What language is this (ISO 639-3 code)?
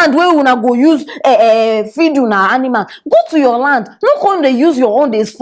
pcm